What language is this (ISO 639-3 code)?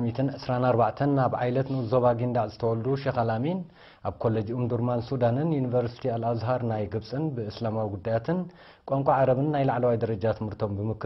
tir